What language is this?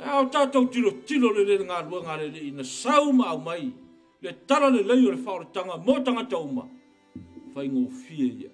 Samoan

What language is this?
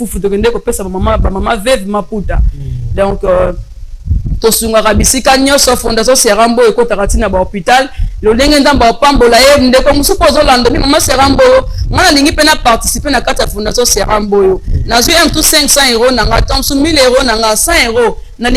Lingala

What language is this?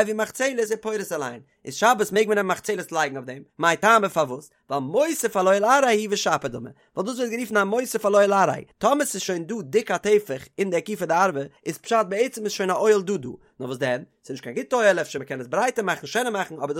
Yiddish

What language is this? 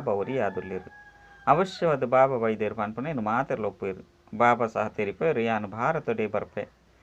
Tulu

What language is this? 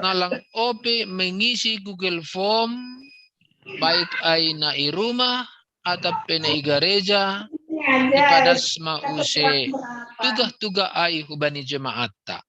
Batak Simalungun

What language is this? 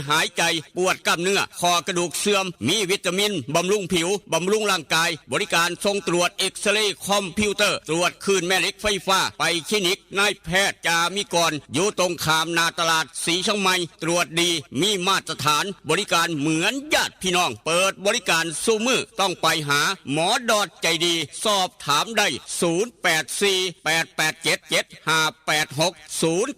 Northeastern Thai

